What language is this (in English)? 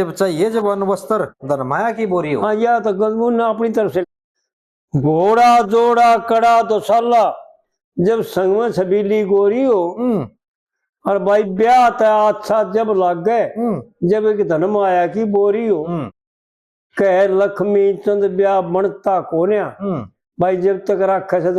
Haryanvi